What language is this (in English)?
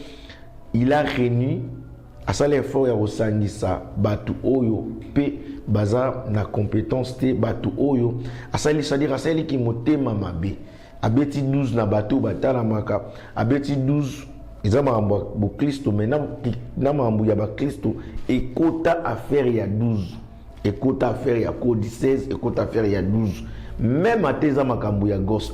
Lingala